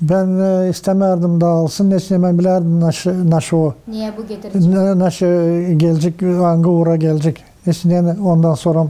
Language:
Gagauz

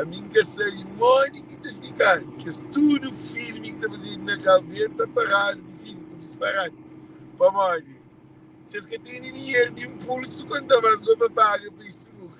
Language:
Kabuverdianu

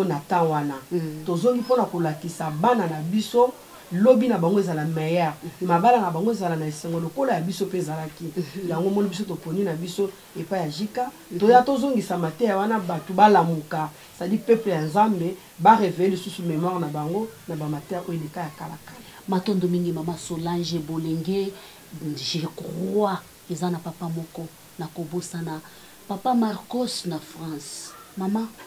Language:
Lingala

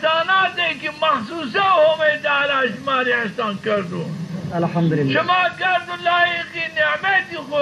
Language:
Zaza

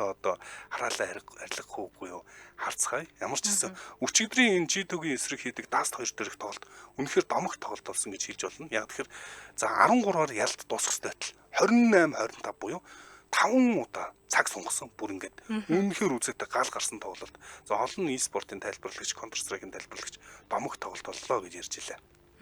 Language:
Mongolian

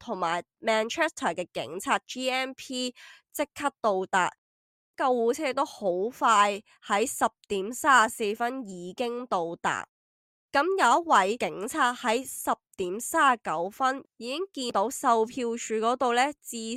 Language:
Cantonese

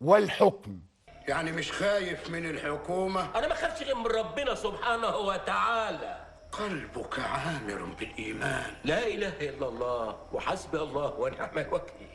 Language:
Egyptian Arabic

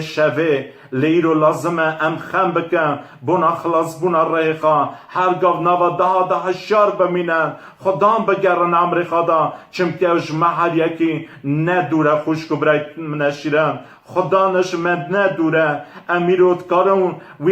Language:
Kurdish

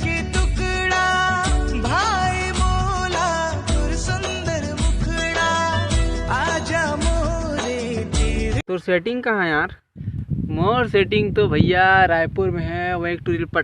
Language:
Chhattisgarhi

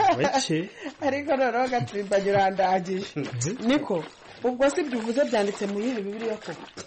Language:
Kinyarwanda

